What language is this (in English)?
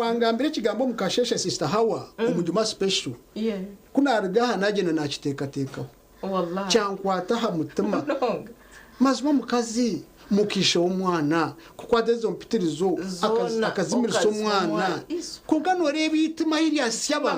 Nyankole